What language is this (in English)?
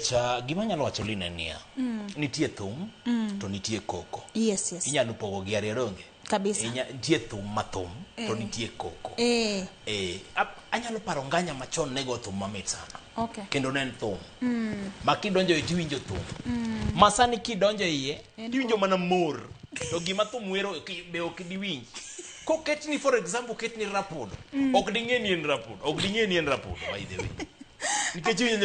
Luo (Kenya and Tanzania)